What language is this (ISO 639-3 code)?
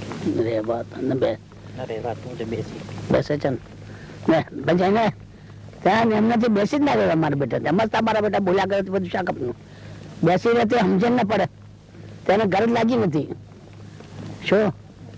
guj